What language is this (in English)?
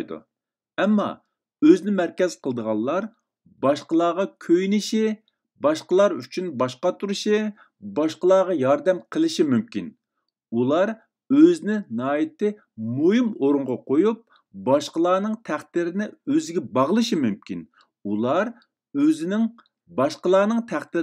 Uyghur